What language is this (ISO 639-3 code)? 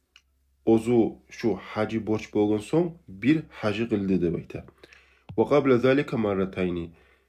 kum